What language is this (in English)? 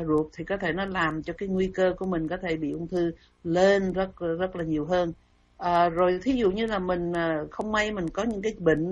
Vietnamese